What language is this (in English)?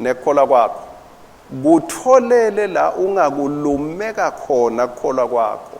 Swati